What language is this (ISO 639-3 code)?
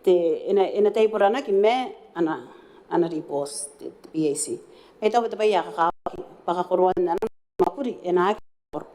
gil